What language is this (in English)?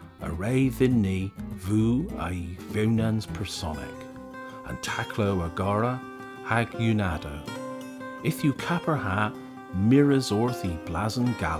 Cornish